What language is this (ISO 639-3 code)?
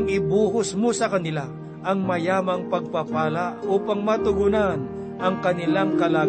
fil